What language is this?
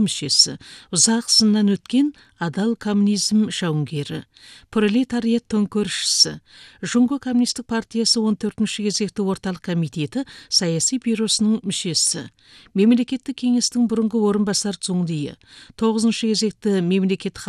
Kazakh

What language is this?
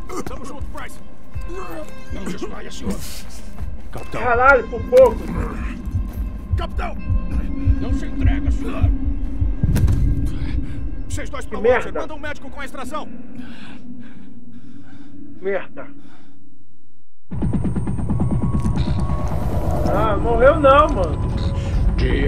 Portuguese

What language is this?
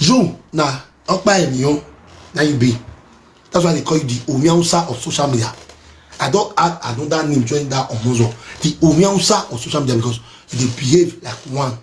Nigerian Pidgin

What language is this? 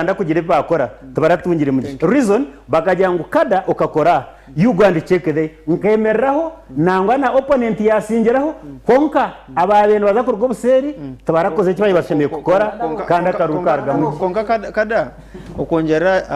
Nyankole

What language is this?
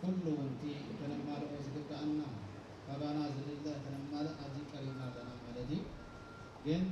Tigrinya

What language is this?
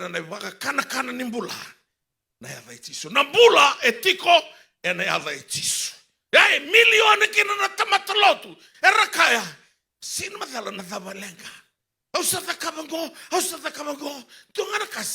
Fijian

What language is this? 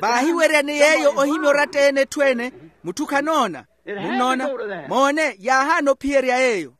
Makhuwa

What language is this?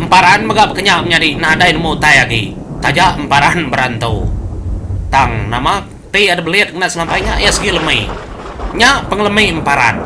Iban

